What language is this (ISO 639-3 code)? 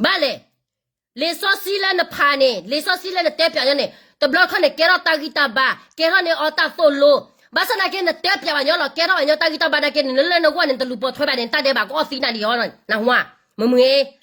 ksw